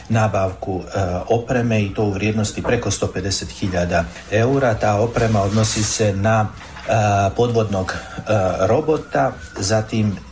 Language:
Serbian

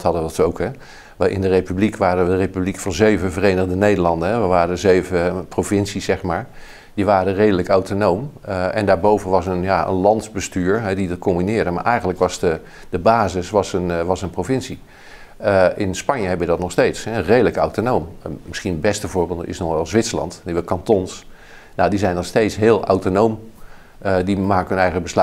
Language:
Dutch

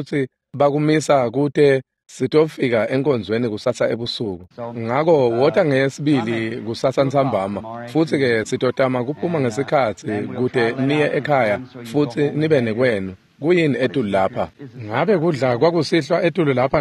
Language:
Swati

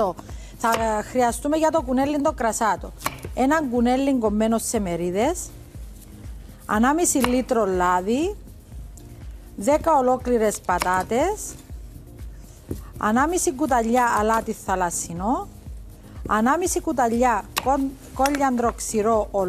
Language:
Greek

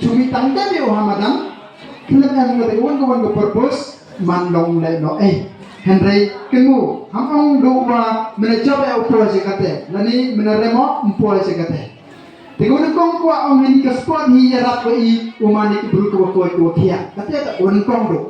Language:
Khasi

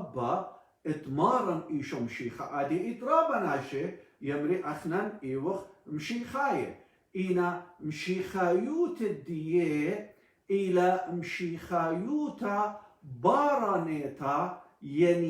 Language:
Assyrian Neo-Aramaic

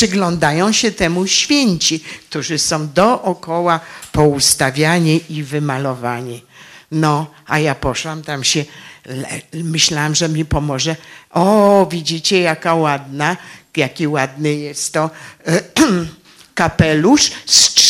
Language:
Polish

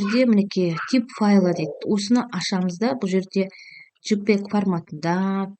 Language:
Kazakh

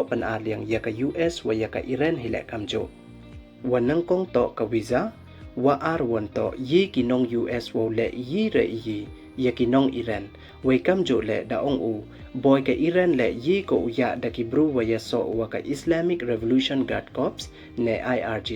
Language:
Pnar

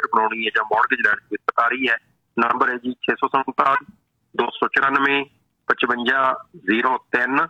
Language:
Punjabi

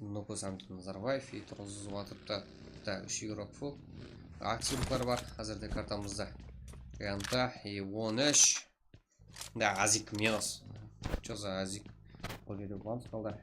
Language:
Kara-Kalpak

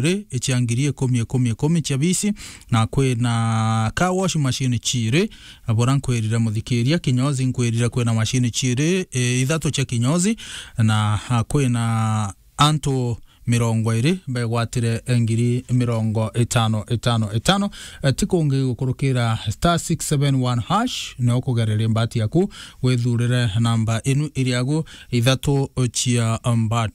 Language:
Meru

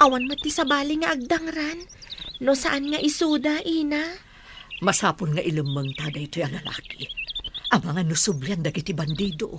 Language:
Iloko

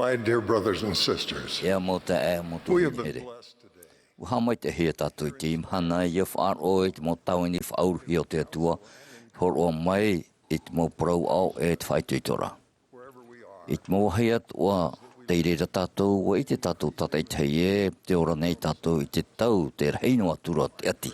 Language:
Tahitian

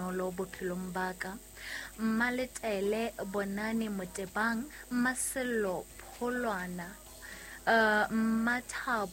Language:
Southern Sotho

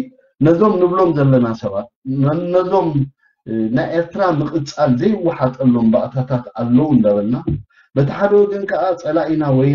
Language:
Tigrinya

